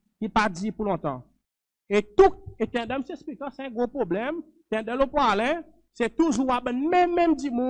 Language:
Seselwa Creole French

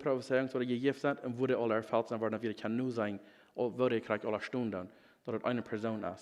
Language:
Plautdietsch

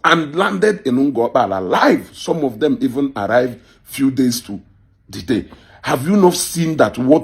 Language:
Igbo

